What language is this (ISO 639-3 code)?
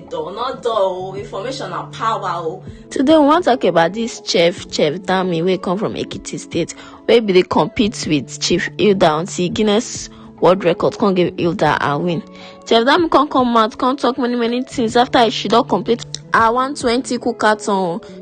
pcm